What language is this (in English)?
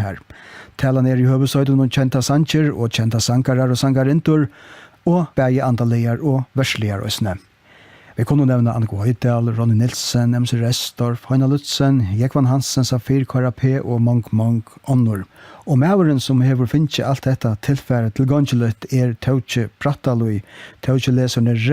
Faroese